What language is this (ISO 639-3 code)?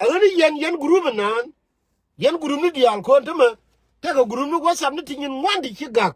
nus